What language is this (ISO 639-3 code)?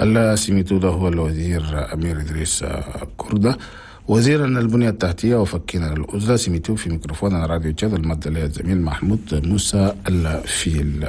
shu